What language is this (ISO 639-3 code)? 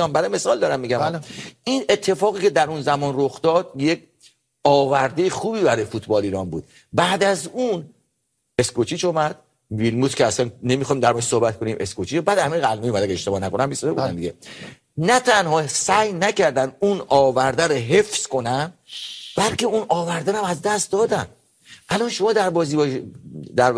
fas